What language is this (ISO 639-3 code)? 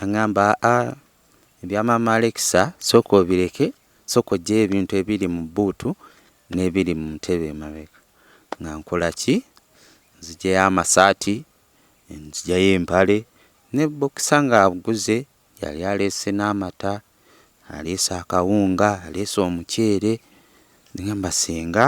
lug